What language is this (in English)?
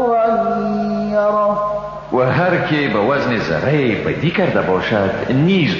Persian